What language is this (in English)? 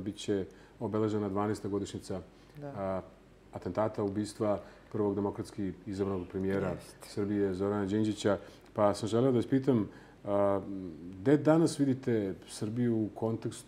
Serbian